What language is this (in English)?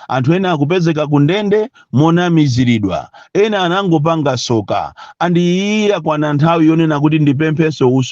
Nyanja